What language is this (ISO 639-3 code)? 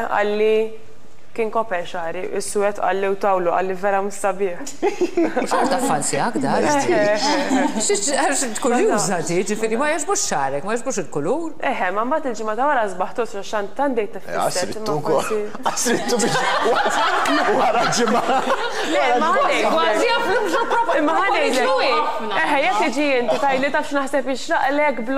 mlt